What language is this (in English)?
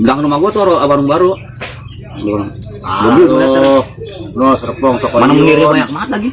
Betawi